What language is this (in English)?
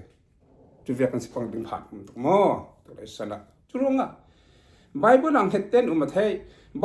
Falam Chin